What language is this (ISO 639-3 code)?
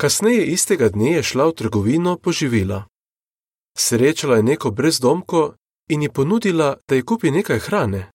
slv